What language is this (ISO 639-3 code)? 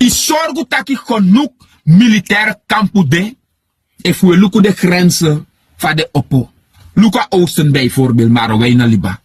srn